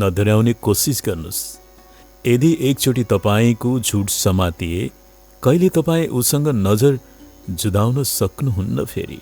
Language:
Nepali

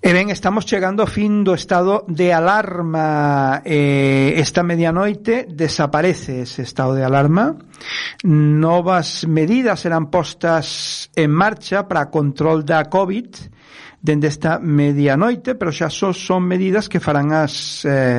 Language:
Galician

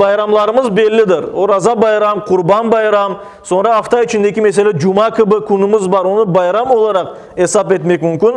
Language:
Crimean Tatar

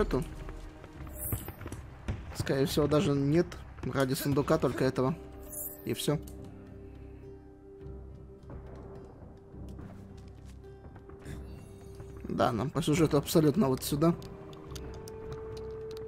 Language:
Russian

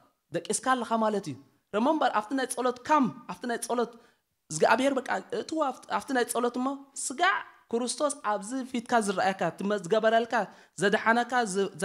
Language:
Tigrinya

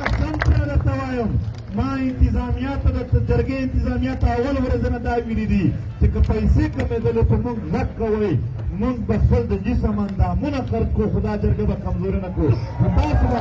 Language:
Pashto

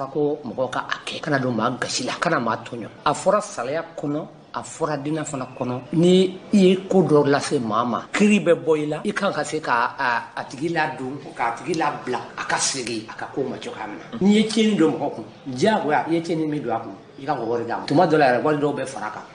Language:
Bambara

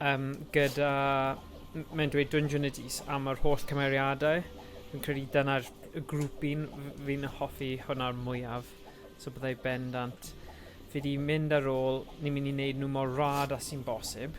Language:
Welsh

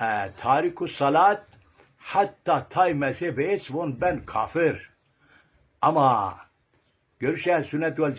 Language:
Zaza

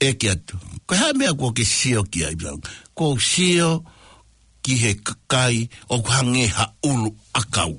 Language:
Tongan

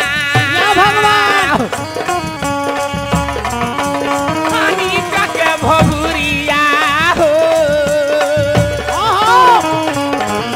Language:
Bhojpuri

